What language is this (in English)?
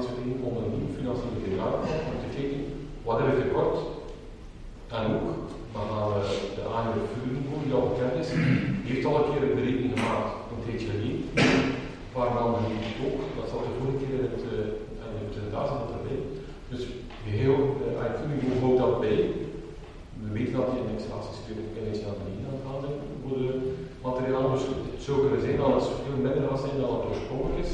Dutch